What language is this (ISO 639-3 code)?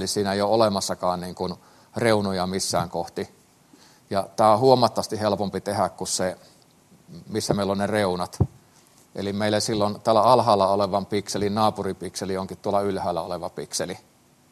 fin